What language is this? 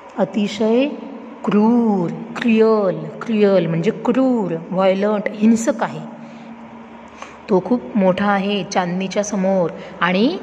Marathi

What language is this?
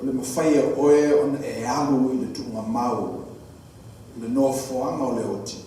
Samoan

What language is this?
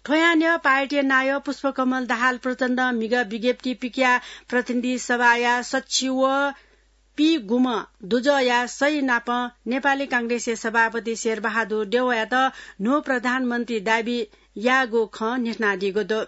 Newari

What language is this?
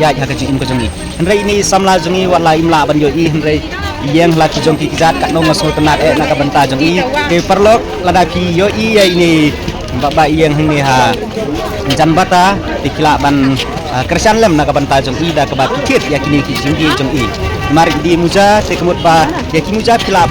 Khasi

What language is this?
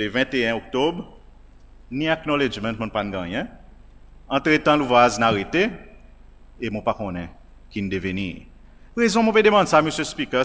Seselwa Creole French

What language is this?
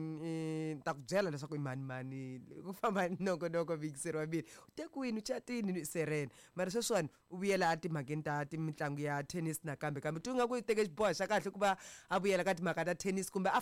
Tsonga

